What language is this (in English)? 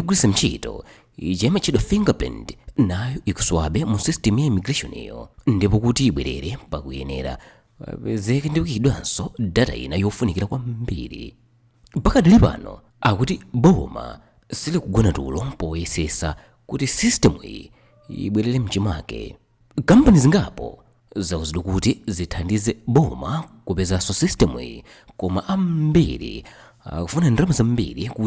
Nyanja